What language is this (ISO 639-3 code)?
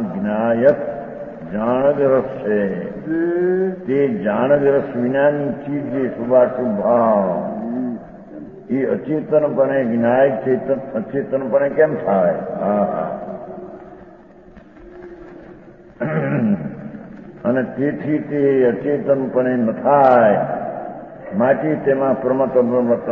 guj